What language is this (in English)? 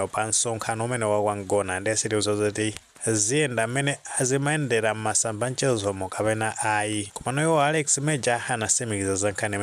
Nyanja